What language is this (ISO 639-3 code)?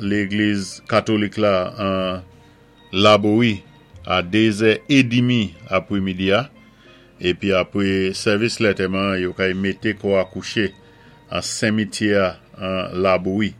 acf